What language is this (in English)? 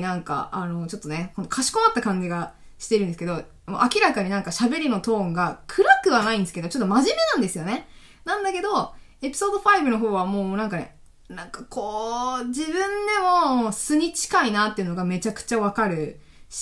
Japanese